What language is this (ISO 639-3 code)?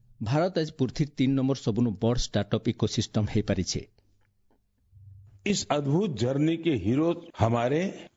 ori